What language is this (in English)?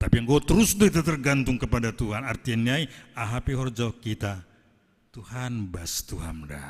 Batak Simalungun